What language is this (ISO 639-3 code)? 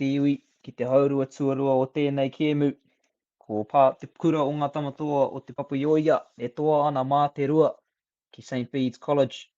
mri